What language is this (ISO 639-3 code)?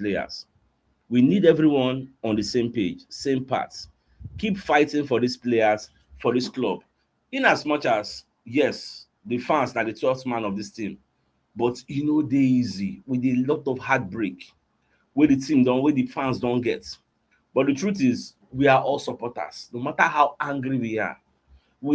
pcm